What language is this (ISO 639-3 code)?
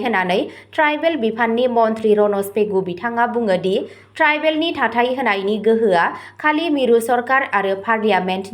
brx